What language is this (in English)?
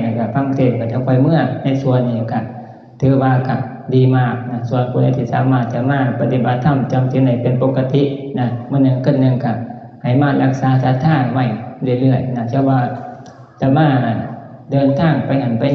Northeastern Thai